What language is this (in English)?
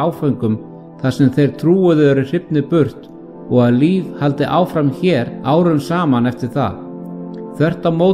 Icelandic